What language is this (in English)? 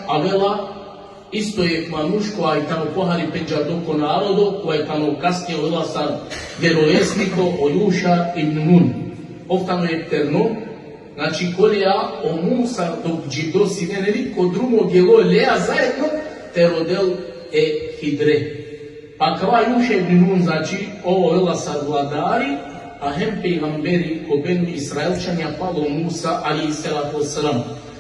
Balkan Romani